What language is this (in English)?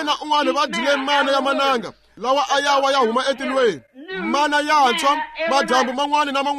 Tsonga